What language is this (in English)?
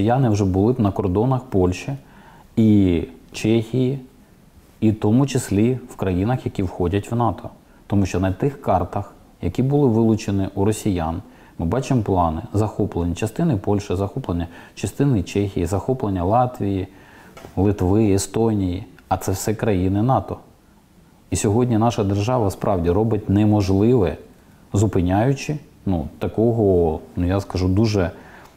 Ukrainian